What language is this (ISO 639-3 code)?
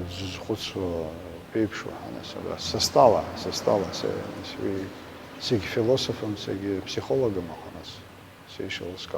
abk